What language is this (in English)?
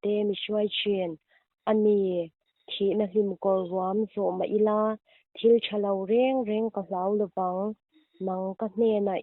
Mizo